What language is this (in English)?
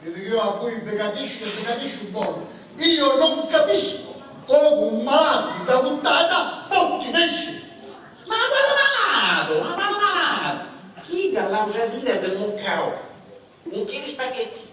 Sicilian